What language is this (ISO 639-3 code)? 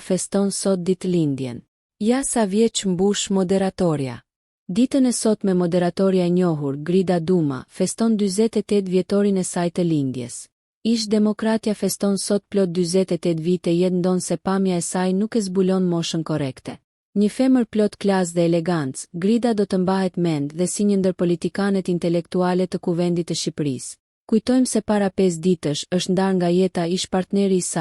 sqi